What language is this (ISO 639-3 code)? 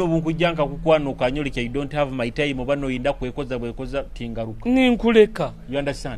nyo